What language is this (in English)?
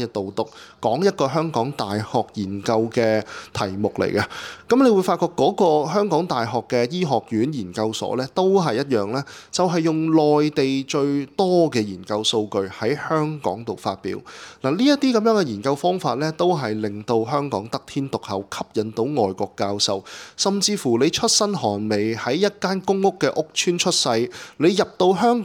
Cantonese